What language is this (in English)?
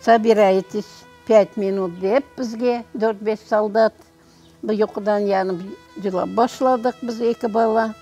Crimean Tatar